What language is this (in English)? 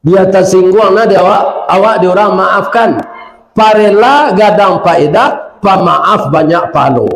Minangkabau